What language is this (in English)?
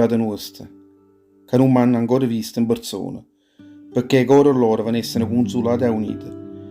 Neapolitan